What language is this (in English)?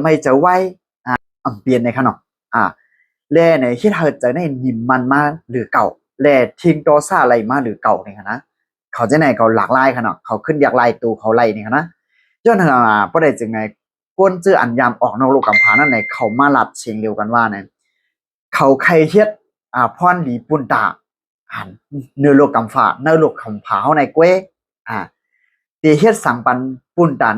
Shan